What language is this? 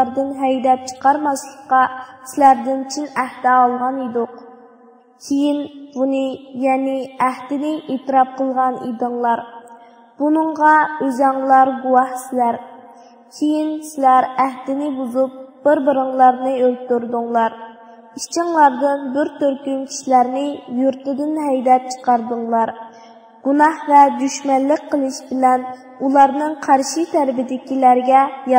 Uyghur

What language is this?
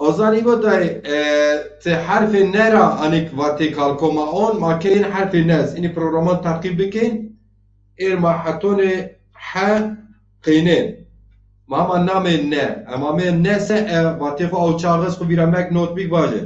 Zaza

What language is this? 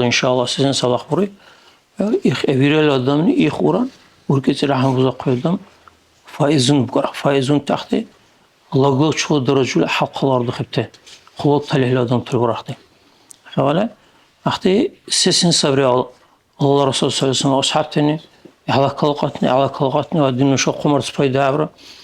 Dargwa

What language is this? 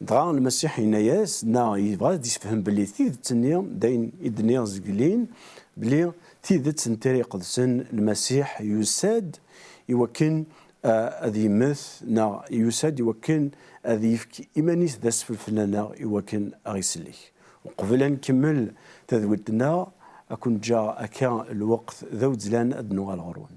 Kabyle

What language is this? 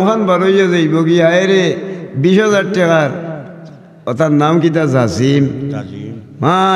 Sylheti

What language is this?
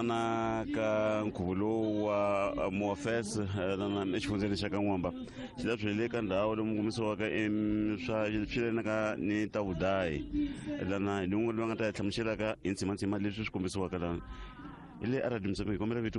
Tsonga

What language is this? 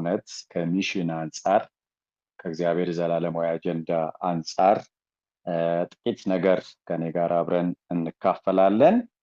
Amharic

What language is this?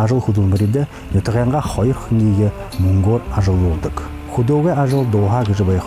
Buriat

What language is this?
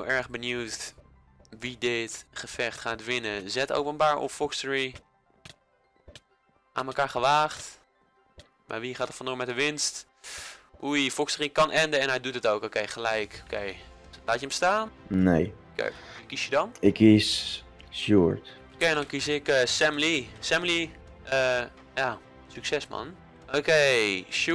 Dutch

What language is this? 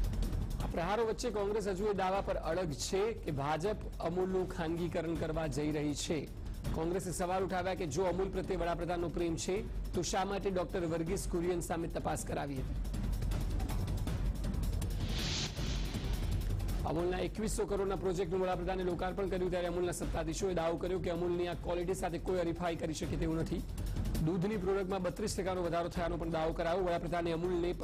Gujarati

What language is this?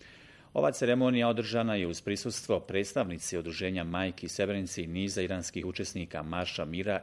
Bosnian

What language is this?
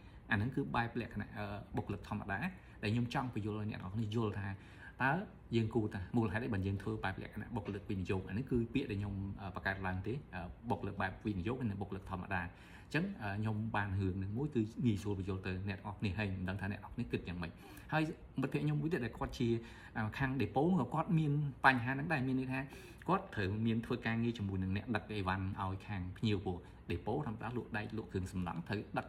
Khmer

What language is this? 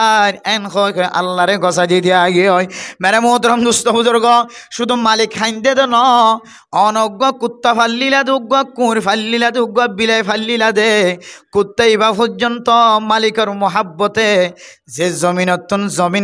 Rohingya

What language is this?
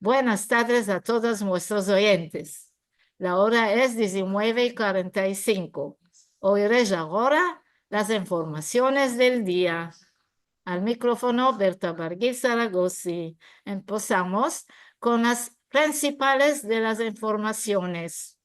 Ladino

